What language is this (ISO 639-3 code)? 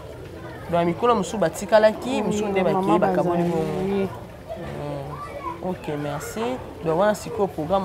lin